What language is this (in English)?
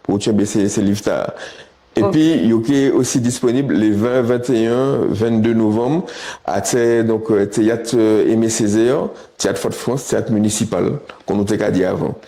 Guadeloupean Creole French